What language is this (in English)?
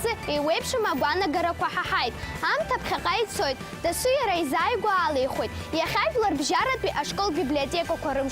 Abkhazian